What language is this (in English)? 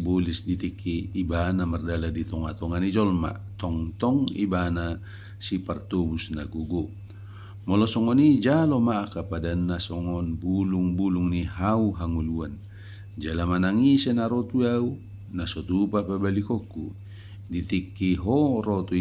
Batak Toba